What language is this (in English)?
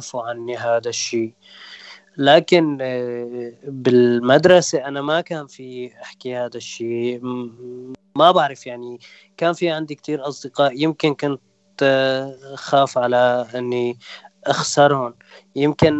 North Levantine Arabic